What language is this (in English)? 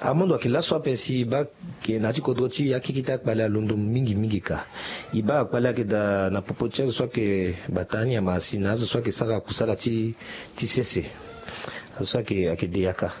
Sango